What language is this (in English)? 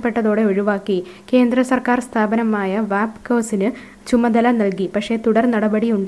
Malayalam